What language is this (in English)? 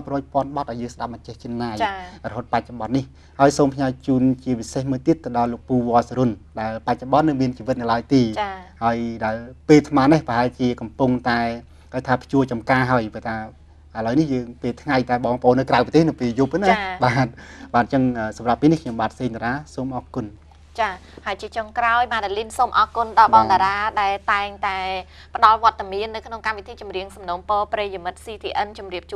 Khmer